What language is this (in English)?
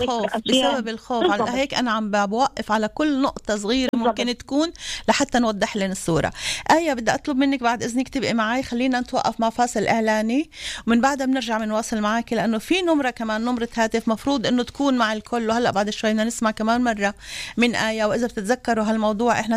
North Levantine Arabic